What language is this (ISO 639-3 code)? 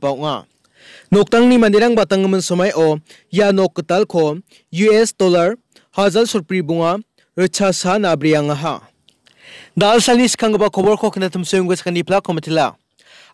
grt